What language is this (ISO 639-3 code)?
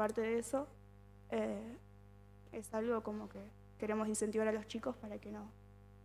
spa